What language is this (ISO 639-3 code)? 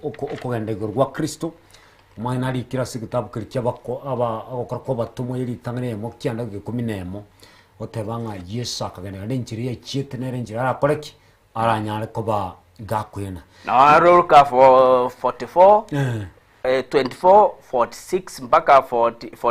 guz